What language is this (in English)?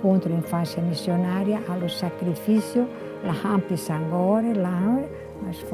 Tetum